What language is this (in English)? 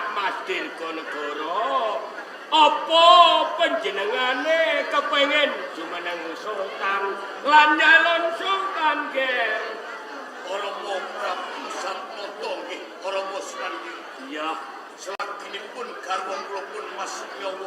Javanese